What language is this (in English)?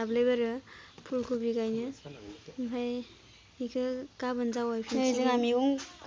Bodo